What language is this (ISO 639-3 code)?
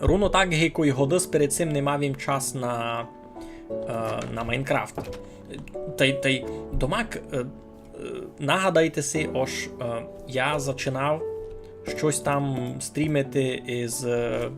rue